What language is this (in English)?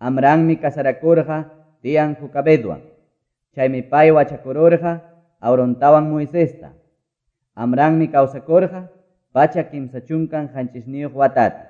Quechua